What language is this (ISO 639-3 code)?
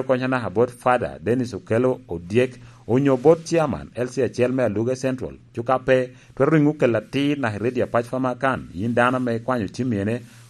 laj